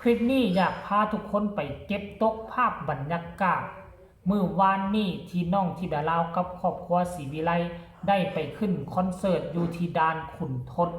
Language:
Lao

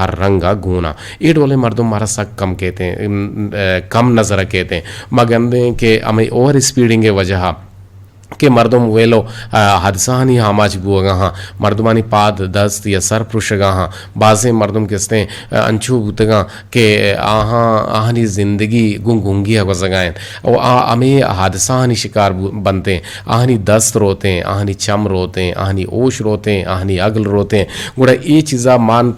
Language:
Eastern Balochi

